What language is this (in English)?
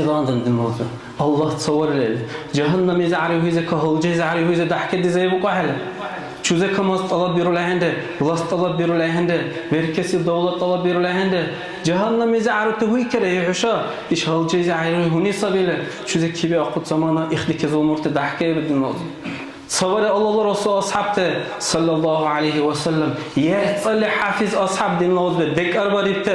Dargwa